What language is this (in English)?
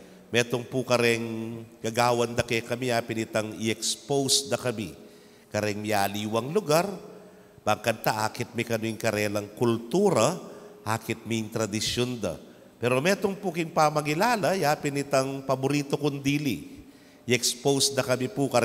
Pampanga